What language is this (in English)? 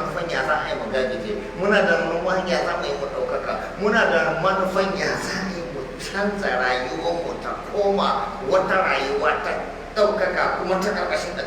Hausa